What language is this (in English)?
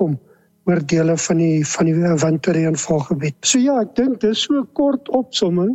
Afrikaans